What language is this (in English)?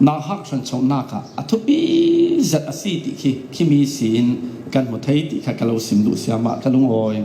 Falam Chin